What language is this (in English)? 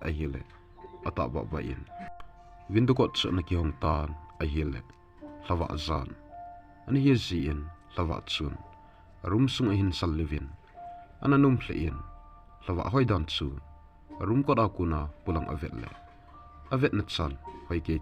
Thado Chin